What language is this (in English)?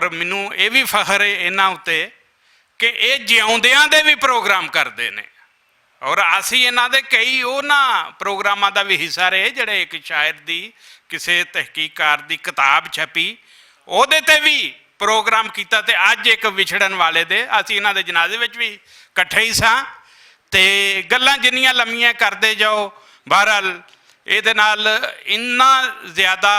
Western Panjabi